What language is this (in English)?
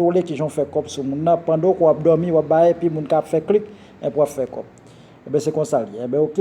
Haitian Creole